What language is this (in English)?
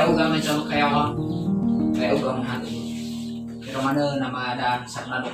Nias